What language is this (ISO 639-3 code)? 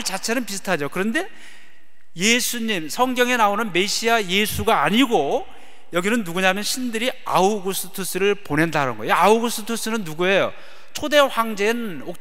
kor